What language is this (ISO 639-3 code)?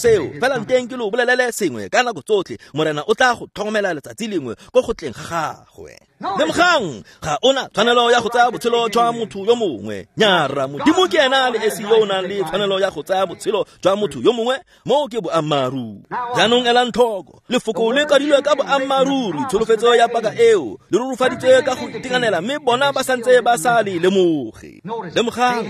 tsn